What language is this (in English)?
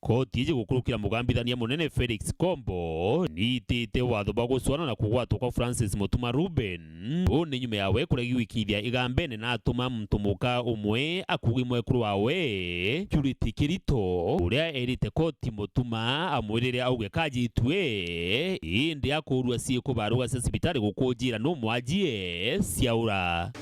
Meru